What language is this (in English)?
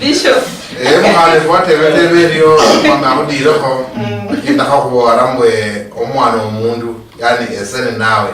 Luyia